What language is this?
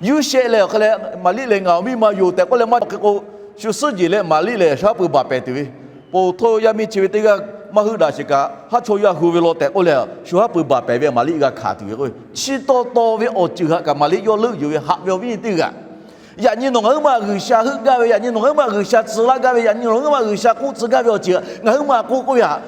Lahu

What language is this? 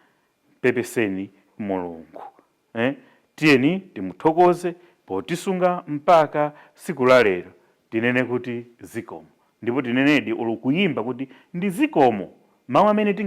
Nyanja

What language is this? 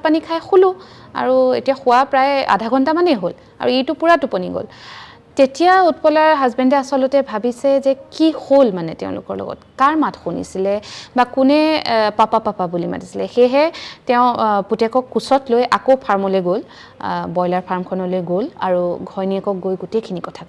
Assamese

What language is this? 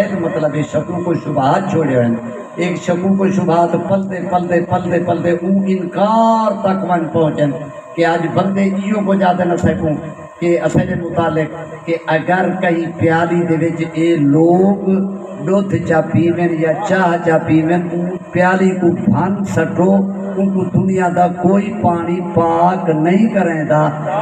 Saraiki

